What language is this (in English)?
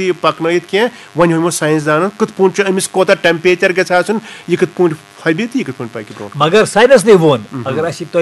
Kashmiri